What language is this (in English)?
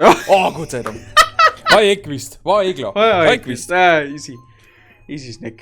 Bavarian